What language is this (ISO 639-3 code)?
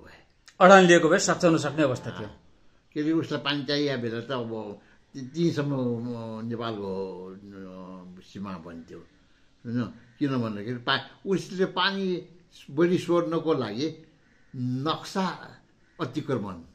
nep